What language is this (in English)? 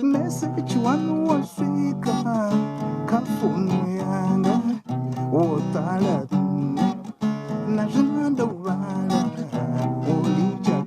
Venda